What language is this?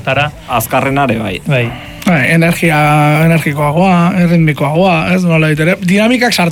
Basque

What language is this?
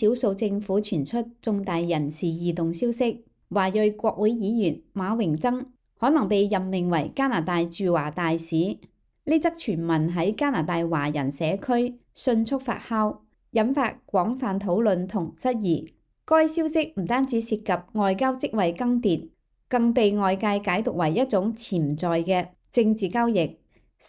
Cantonese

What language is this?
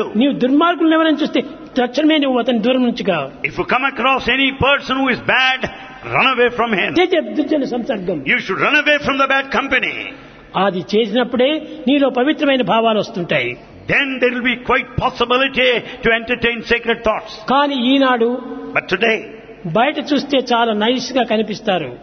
Telugu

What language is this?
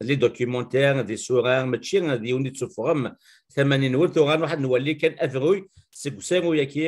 Kabyle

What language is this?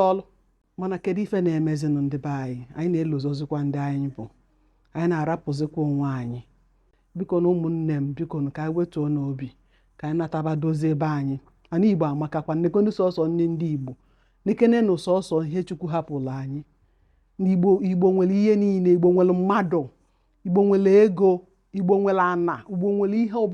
Igbo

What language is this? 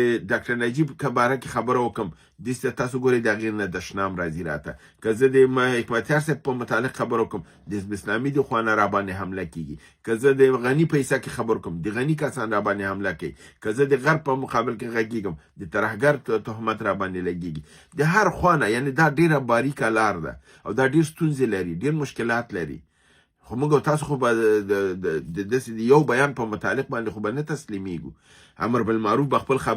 Pashto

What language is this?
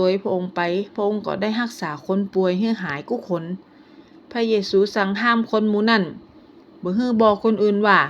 Northern Thai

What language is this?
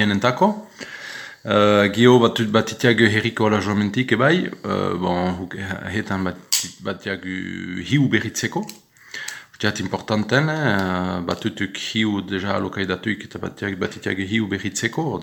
Basque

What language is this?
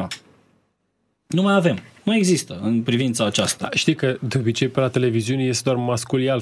Romanian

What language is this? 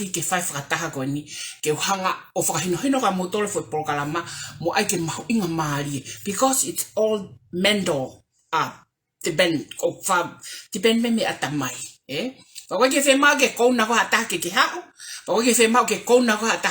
Tongan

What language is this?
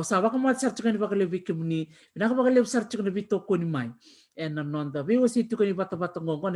Fijian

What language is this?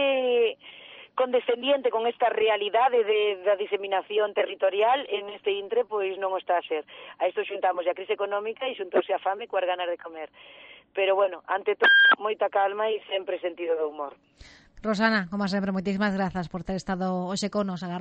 Galician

